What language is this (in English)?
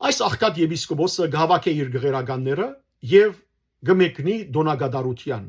Western Armenian